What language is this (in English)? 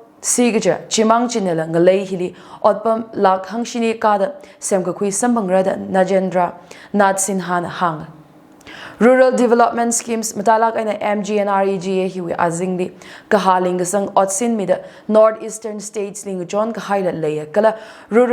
Tangkhul Naga (India)